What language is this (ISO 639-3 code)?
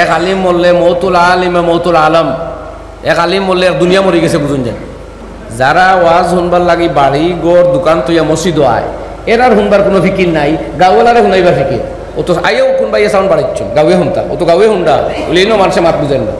syl